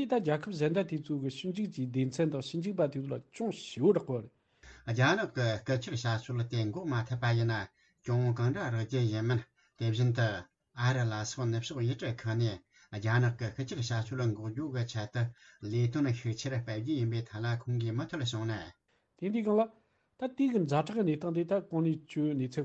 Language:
Tibetan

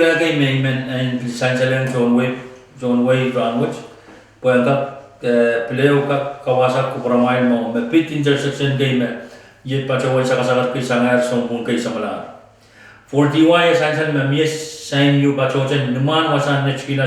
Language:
Pohnpeian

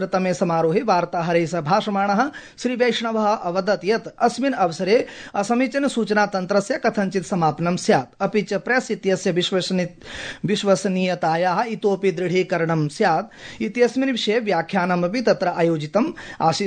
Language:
Sanskrit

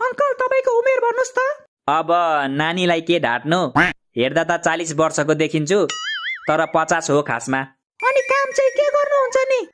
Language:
Nepali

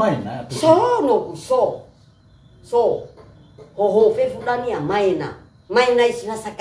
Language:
Nias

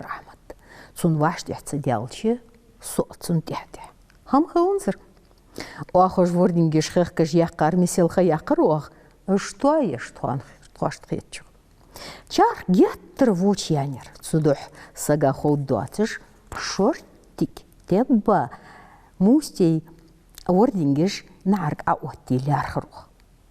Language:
Ingush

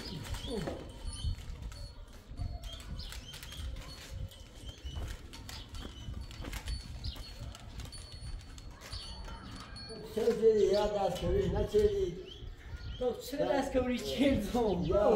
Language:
Persian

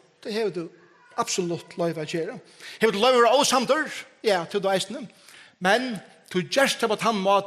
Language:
Faroese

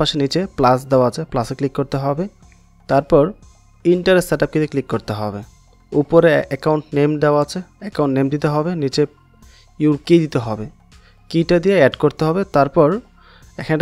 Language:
Bangla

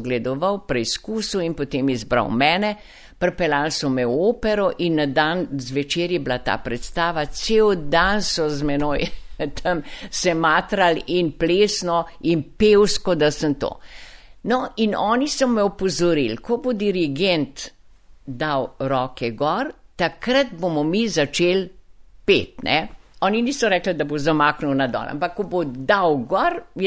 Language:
Slovenian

